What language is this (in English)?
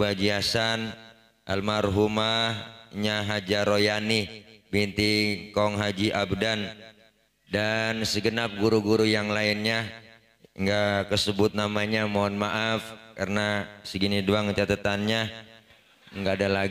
Betawi